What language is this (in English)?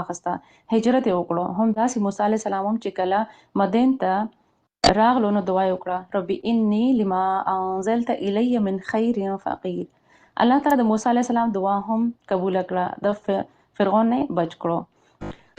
Pashto